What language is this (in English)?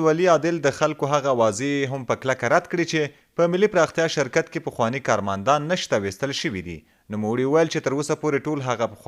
Pashto